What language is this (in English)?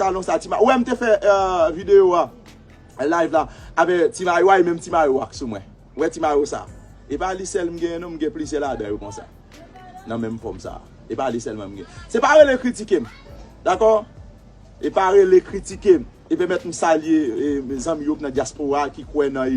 Haitian Creole